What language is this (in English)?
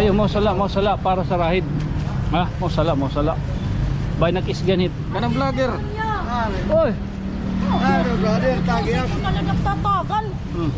Waray